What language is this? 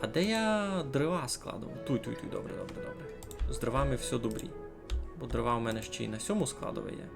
Rusyn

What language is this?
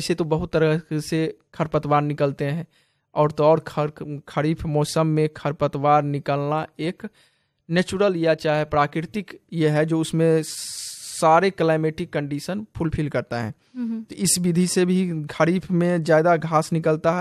Hindi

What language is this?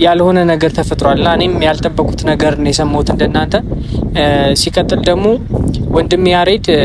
Amharic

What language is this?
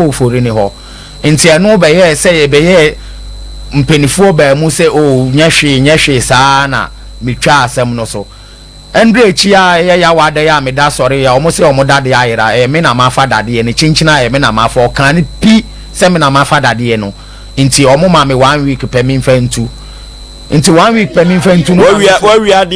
Akan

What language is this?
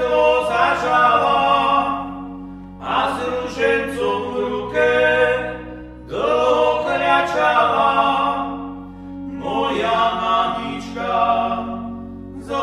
Slovak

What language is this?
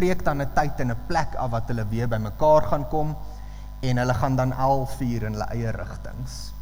Afrikaans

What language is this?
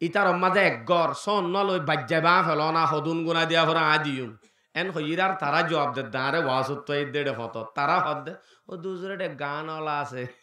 Rohingya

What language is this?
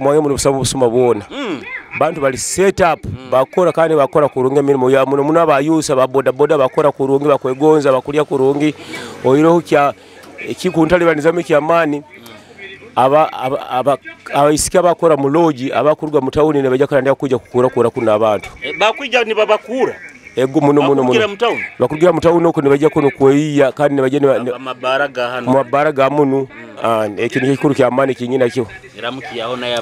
Nyoro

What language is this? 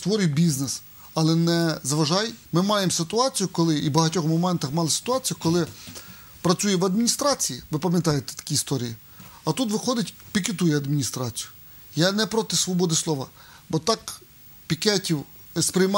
Ukrainian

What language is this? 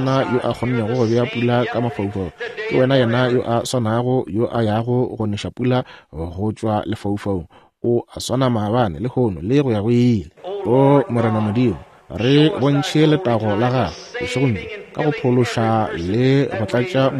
Northern Sotho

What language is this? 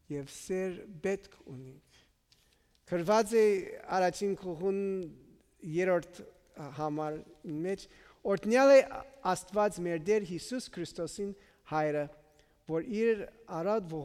Armenian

